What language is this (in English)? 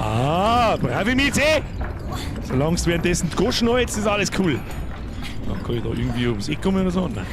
Bavarian